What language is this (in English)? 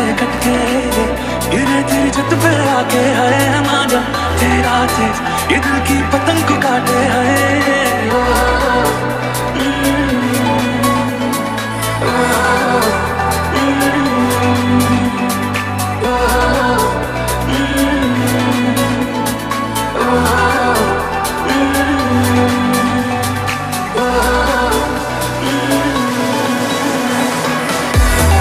Hindi